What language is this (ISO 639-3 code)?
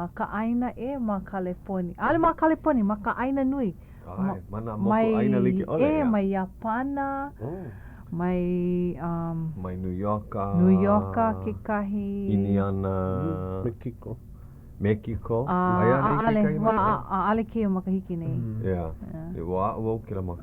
haw